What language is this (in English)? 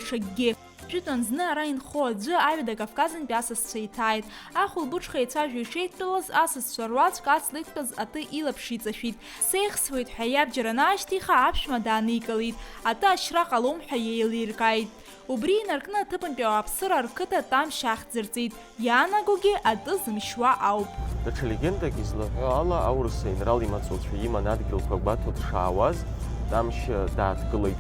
Abkhazian